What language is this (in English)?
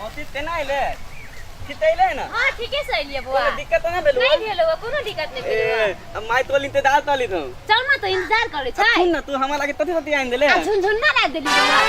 Maithili